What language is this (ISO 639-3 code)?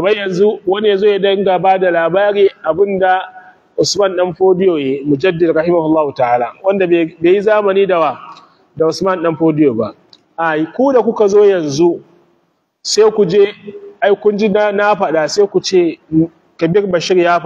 hau